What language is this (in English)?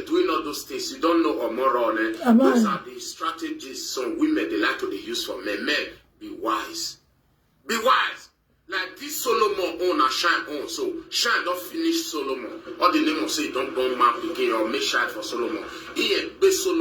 Nigerian Pidgin